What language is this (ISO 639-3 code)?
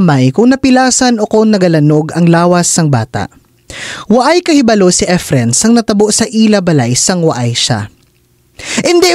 hil